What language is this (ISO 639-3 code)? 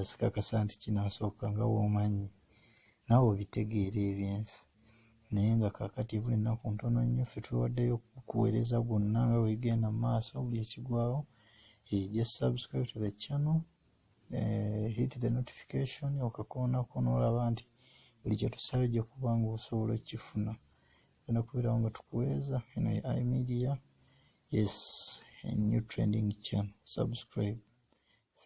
lug